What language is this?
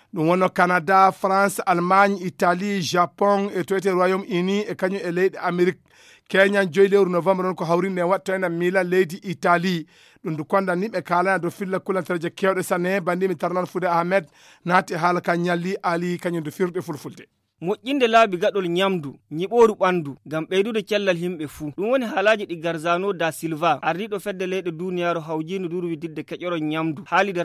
Fula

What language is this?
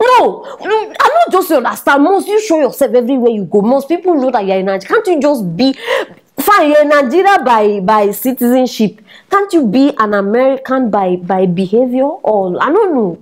Nigerian Pidgin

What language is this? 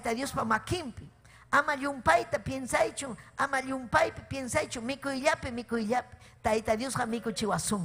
Ayacucho Quechua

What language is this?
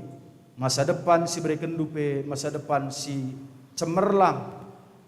Batak Karo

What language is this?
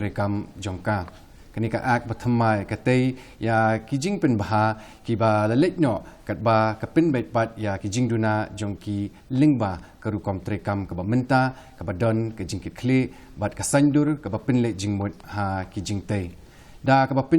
Khasi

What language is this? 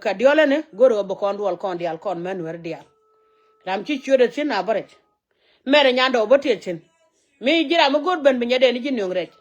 Nuer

